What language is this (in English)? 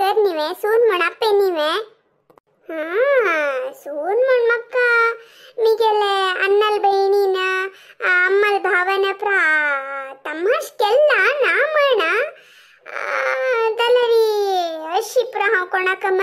Konkani